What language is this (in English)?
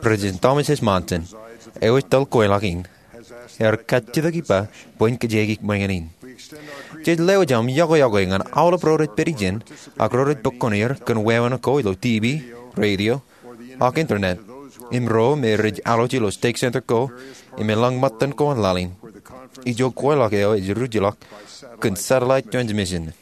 Marshallese